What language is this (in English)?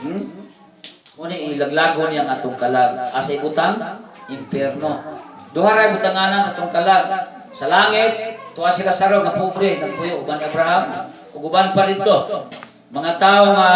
Cebuano